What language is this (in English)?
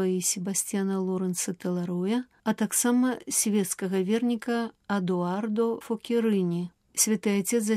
Belarusian